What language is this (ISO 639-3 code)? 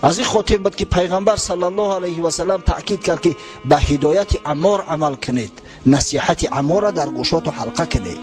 tgk